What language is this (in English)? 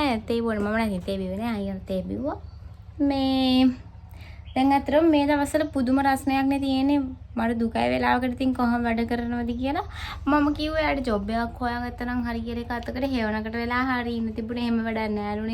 Sinhala